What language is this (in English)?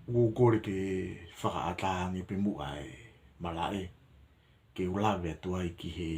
Tongan